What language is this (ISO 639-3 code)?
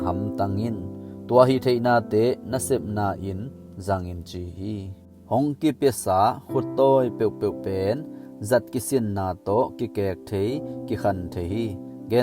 ctd